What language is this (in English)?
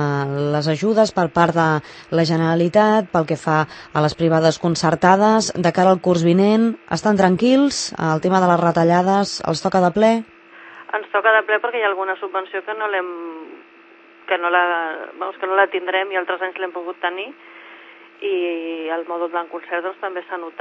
Catalan